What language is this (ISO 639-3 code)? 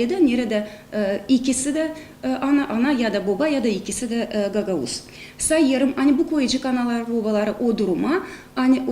gag